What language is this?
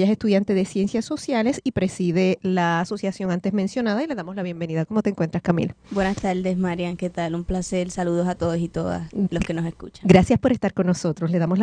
Spanish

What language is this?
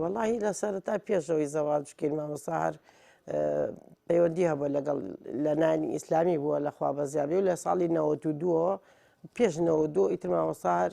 Central Kurdish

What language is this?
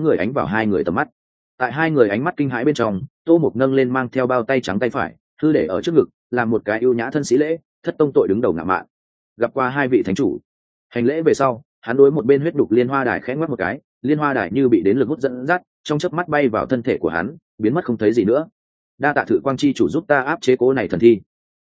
Vietnamese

